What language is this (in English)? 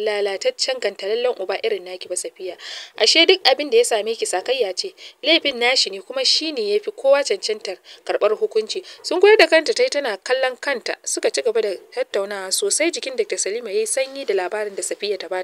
Hausa